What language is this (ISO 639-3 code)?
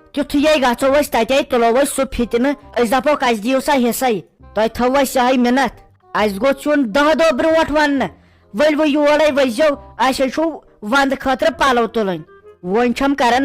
kas